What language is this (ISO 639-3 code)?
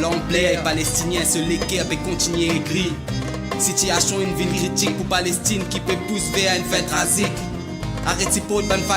mfe